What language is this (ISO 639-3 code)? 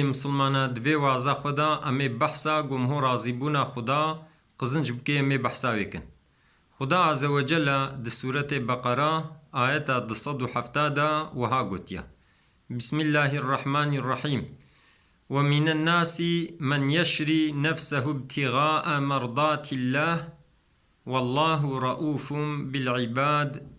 kur